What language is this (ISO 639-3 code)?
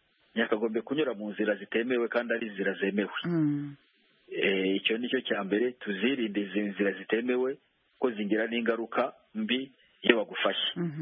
kin